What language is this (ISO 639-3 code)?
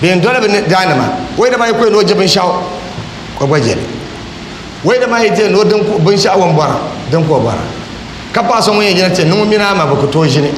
dag